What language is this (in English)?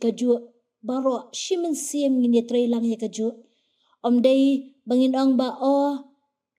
Khasi